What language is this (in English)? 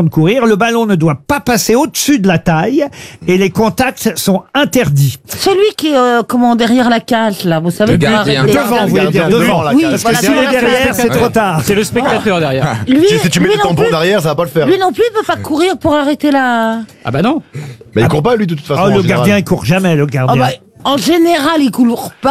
French